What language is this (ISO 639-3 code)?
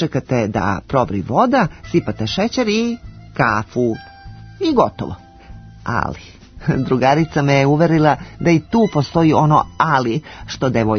srp